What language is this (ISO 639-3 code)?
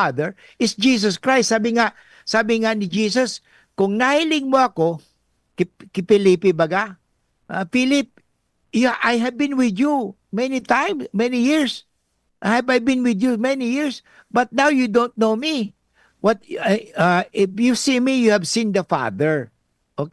bik